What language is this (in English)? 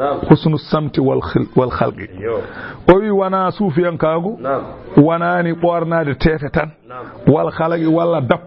Fula